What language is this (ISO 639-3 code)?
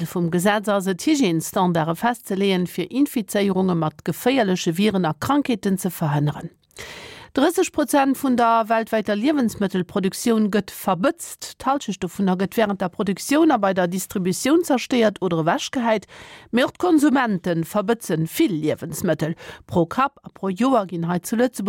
ltz